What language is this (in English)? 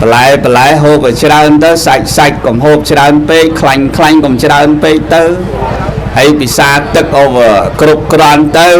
Khmer